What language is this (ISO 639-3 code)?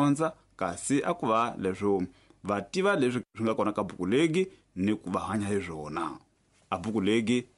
tso